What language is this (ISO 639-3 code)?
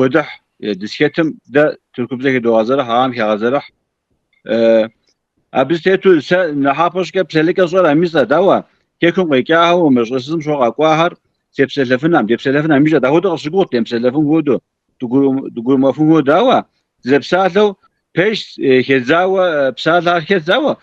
kbd